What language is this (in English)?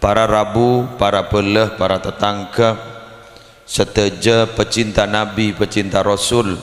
Madurese